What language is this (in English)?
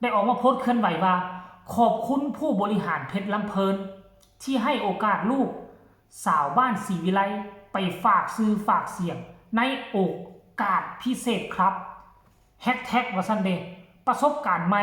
Northeastern Thai